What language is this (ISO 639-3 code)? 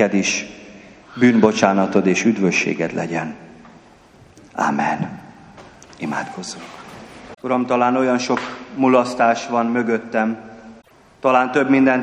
hun